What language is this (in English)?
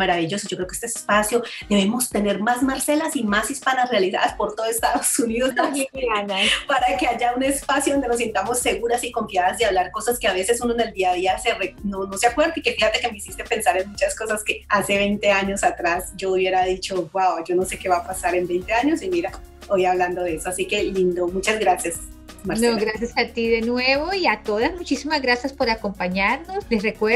Spanish